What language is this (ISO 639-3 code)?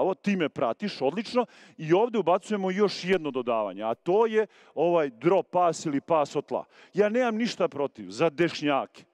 srp